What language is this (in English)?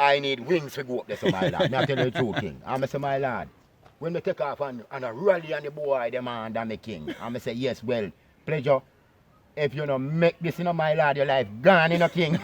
Jamaican Creole English